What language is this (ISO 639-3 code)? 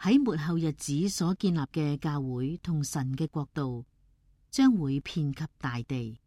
yue